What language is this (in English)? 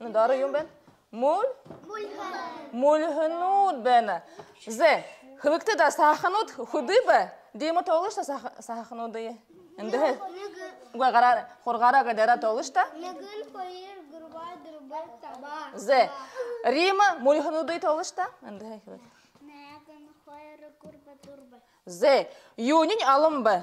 Buriat